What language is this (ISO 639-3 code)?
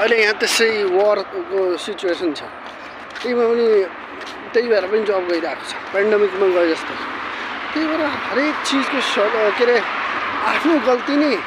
nep